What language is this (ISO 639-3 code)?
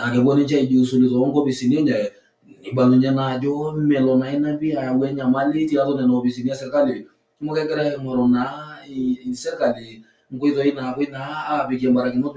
mas